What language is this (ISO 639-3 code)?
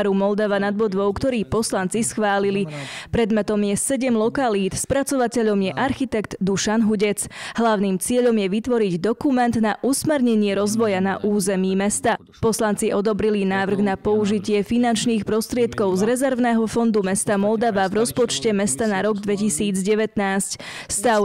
slk